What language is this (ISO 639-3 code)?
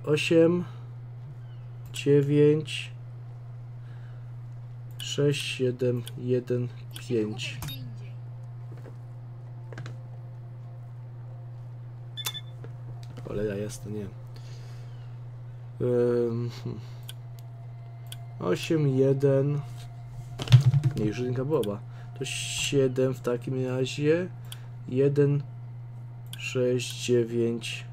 pol